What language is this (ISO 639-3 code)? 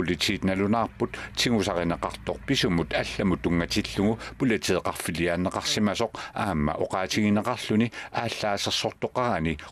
kal